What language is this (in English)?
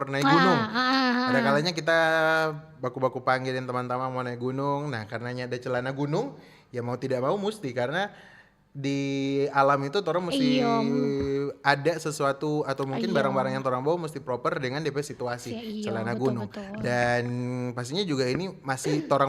Manado Malay